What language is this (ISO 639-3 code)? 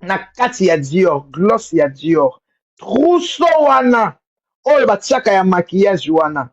lin